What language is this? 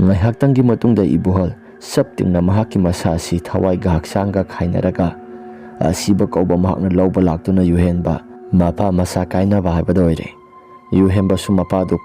Manipuri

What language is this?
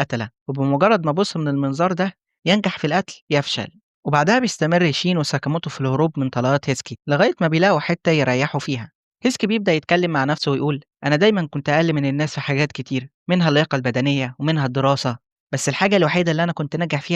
Egyptian Arabic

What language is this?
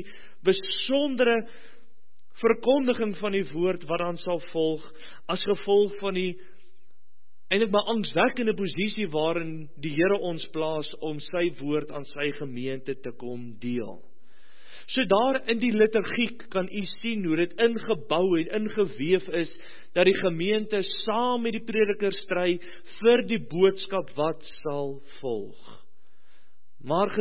Afrikaans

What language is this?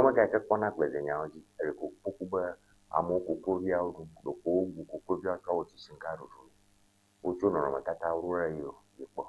Ewe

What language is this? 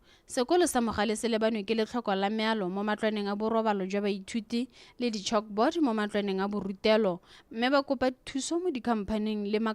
Tswana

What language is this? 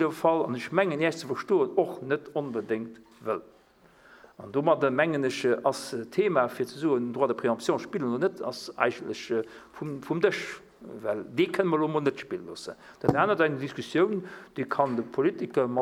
Luxembourgish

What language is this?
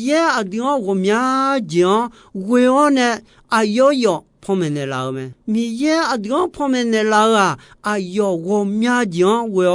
Akha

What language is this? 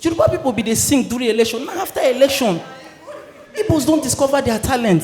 Nigerian Pidgin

